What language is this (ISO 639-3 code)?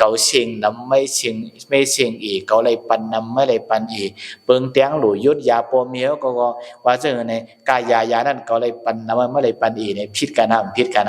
shn